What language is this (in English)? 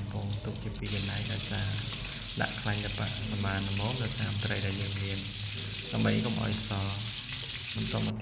Khmer